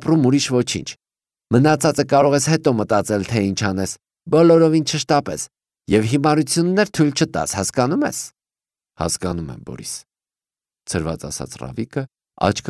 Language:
Armenian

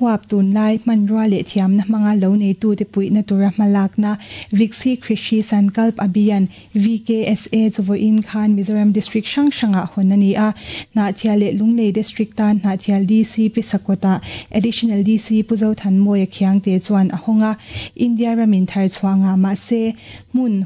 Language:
Mizo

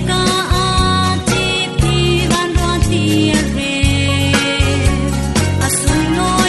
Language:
Falam Chin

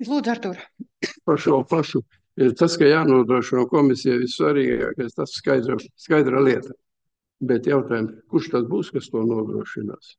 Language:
Latvian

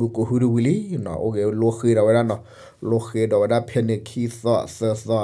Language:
S'gaw Karen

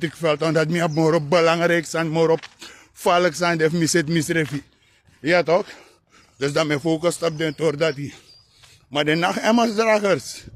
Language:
Sranan Tongo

